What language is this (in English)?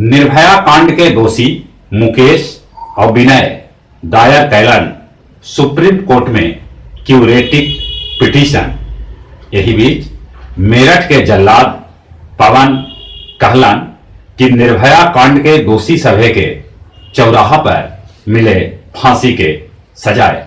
Magahi